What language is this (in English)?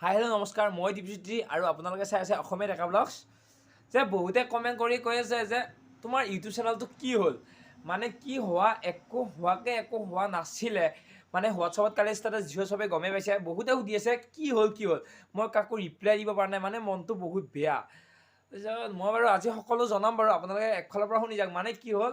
Assamese